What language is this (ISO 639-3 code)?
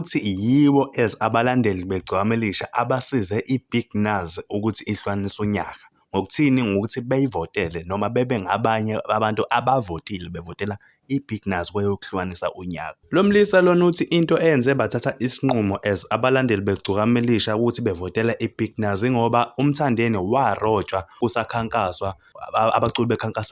zul